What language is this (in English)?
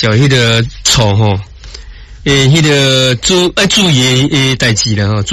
Min Nan Chinese